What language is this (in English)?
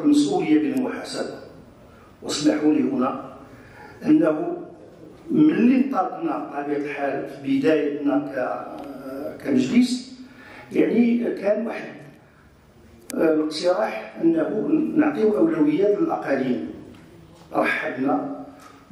Moroccan Arabic